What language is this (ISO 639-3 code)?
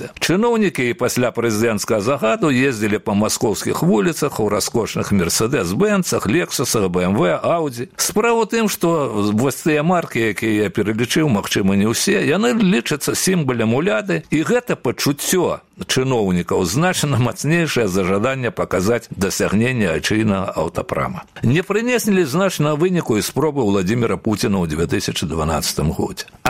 bel